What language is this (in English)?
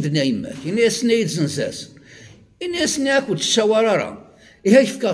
Kabyle